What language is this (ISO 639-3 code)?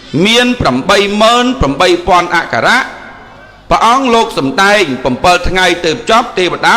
khm